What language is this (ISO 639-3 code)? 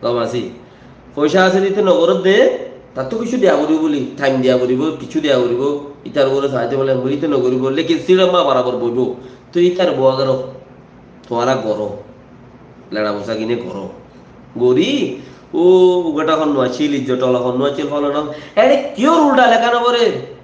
rhg